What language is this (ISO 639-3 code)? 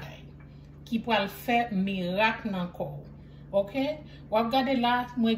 hat